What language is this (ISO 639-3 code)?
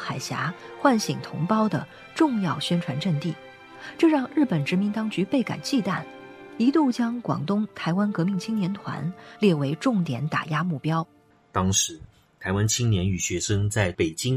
zho